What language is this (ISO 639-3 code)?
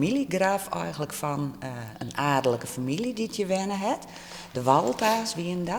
fry